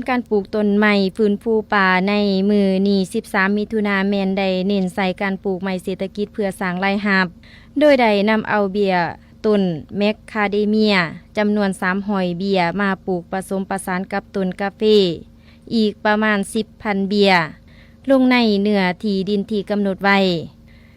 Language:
Lao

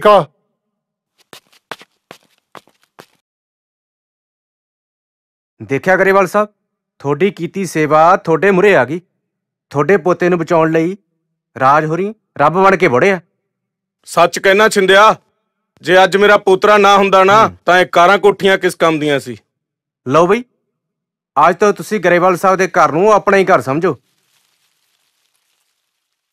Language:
Punjabi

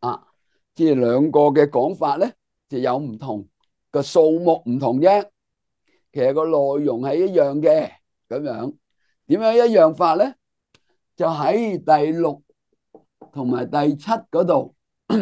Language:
Cantonese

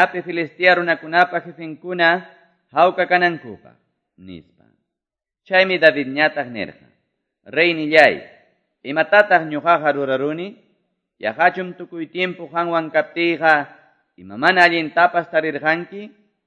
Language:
Quechua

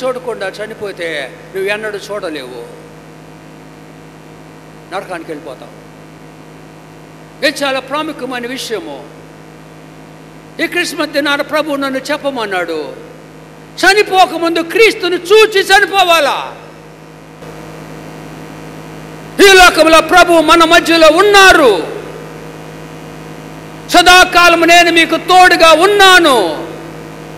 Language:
Telugu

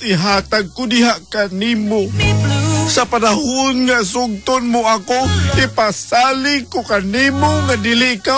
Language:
Cebuano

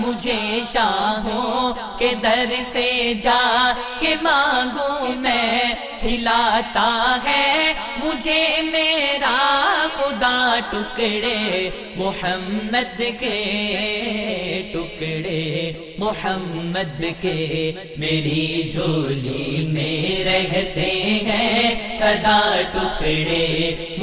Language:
Urdu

